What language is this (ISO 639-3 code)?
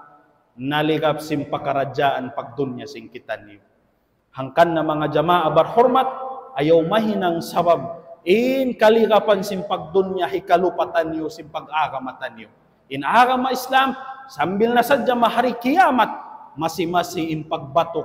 tsg